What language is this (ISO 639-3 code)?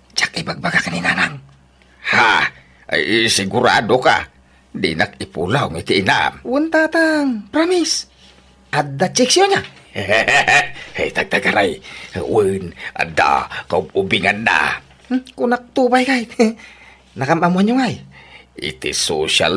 ilo